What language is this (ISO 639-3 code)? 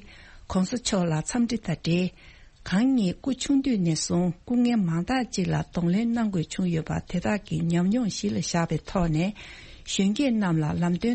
bod